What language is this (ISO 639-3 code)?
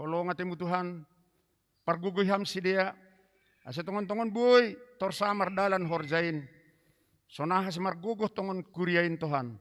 bts